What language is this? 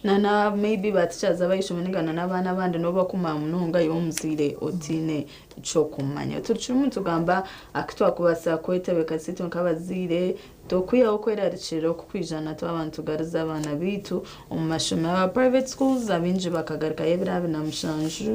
Nyankole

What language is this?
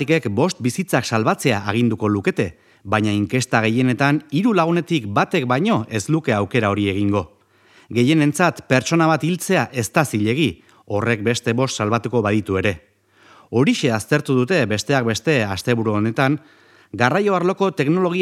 Basque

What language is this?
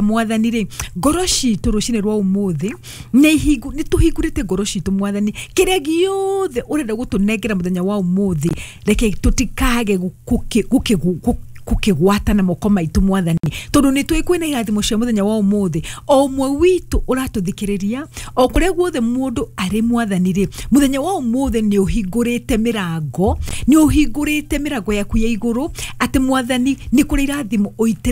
Kikuyu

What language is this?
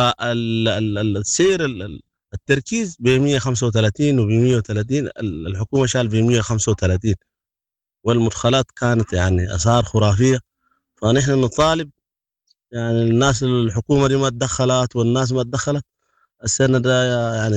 Sudanese Arabic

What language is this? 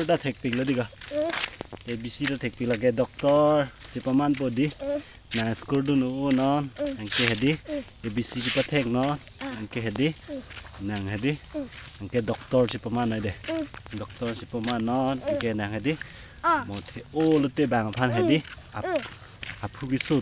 Karbi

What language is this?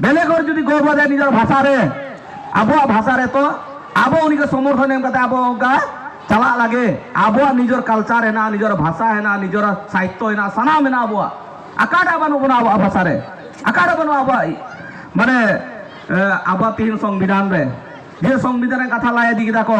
Santali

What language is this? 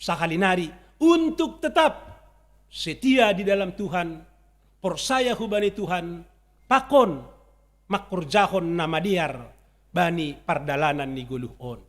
Batak Simalungun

